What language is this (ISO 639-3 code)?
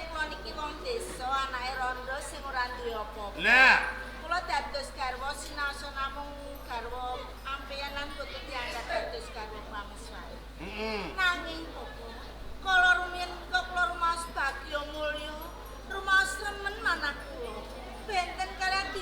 jav